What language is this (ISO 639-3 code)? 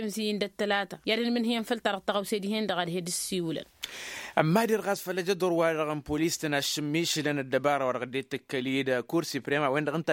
taq